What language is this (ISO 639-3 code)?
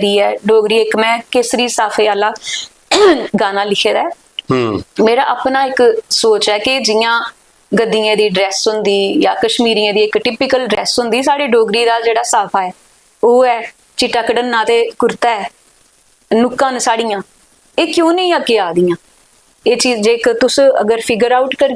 doi